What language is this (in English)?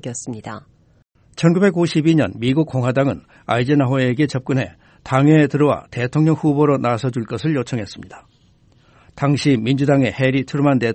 Korean